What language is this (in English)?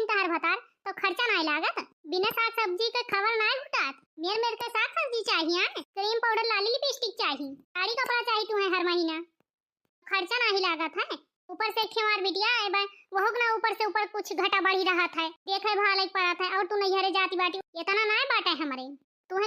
Awadhi